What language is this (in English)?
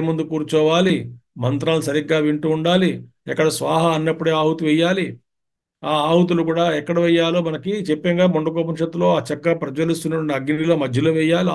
Telugu